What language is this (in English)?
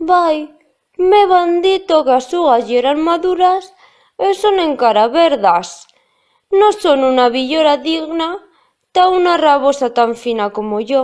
Aragonese